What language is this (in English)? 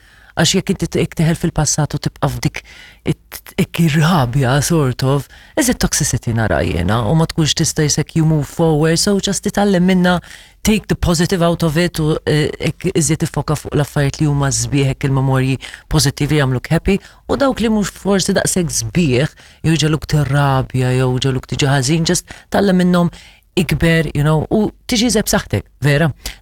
Maltese